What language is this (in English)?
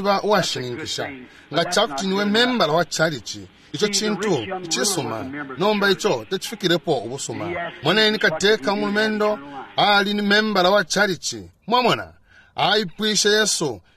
Bemba